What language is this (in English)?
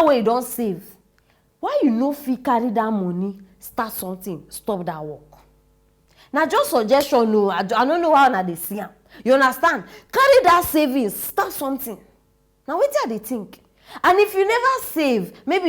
Nigerian Pidgin